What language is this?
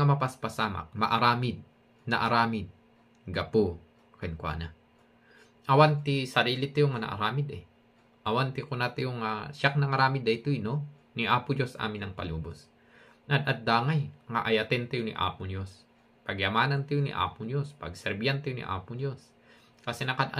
Iloko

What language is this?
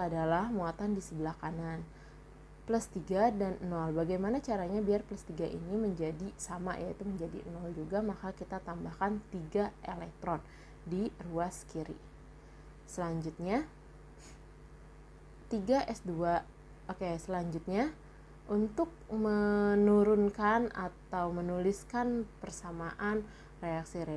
Indonesian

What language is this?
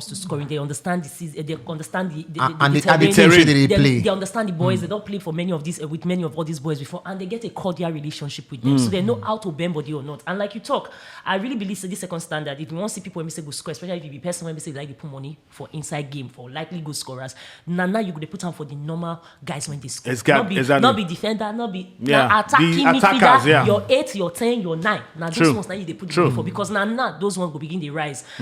Nigerian Pidgin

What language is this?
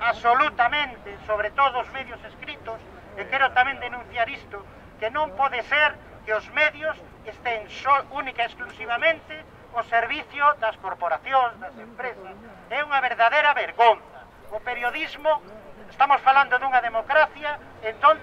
Galician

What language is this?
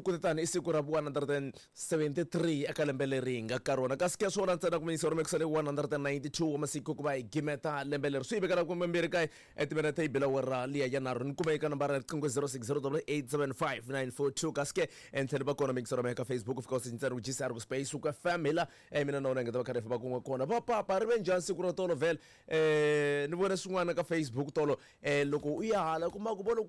Tsonga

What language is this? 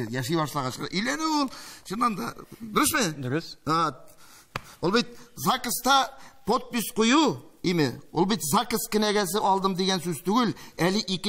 Tatar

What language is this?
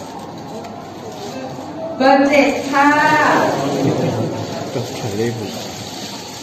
Thai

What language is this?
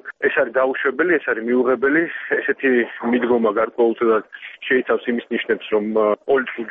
Georgian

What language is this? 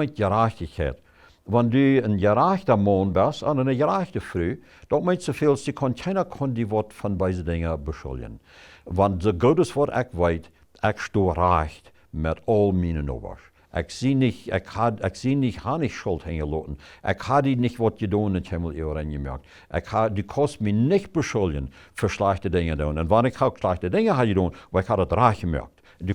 Plautdietsch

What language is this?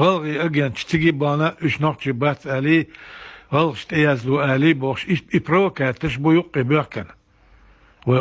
Chechen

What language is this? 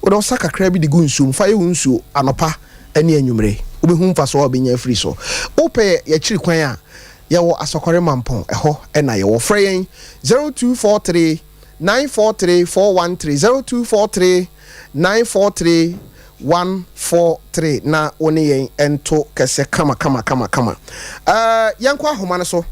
Akan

